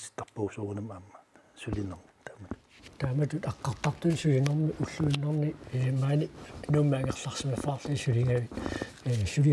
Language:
Kalaallisut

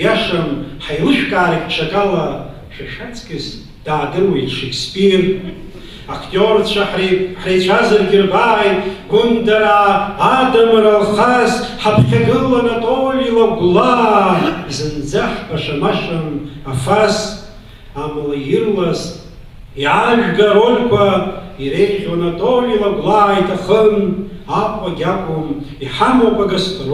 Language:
Abkhazian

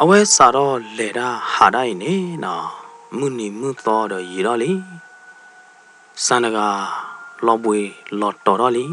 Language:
S'gaw Karen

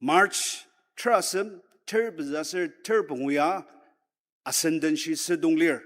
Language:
Ao Naga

